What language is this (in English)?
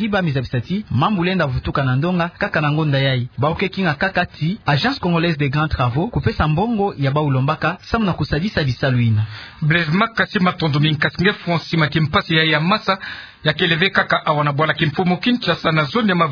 Kituba (Democratic Republic of Congo)